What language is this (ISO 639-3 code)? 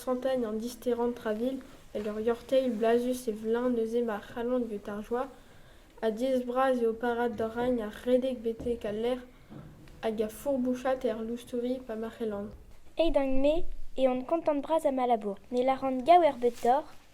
bre